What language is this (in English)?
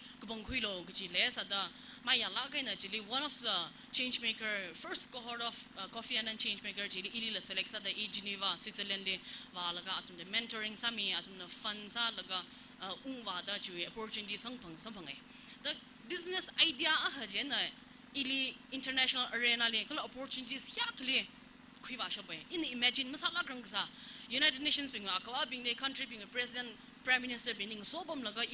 Tangkhul Naga (India)